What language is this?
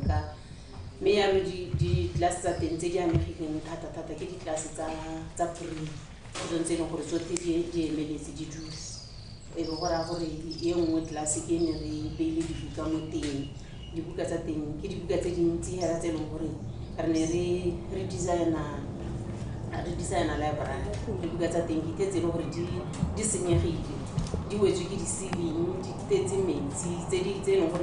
Tswana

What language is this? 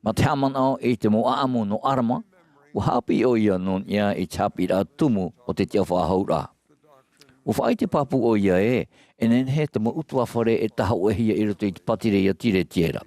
Tahitian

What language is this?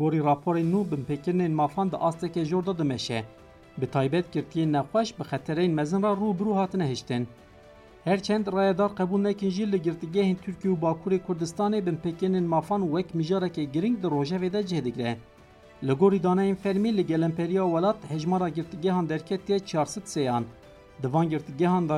Kurdish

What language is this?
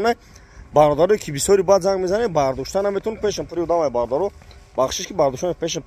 Tajik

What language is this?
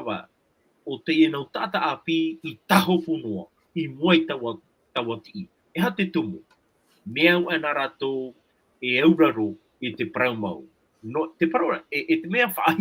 Tahitian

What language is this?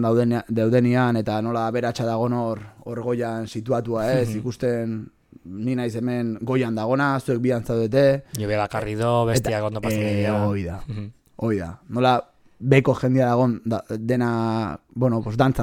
Basque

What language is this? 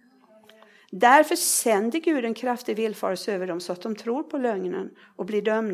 Swedish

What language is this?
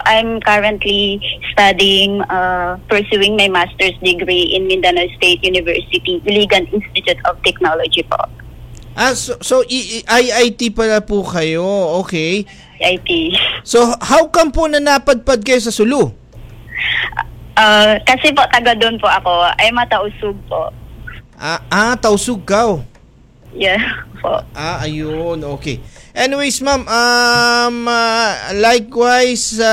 Filipino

